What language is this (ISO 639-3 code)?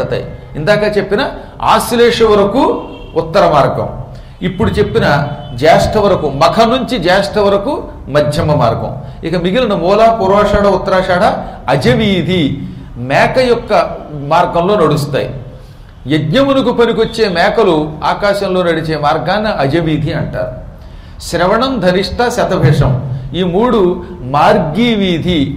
tel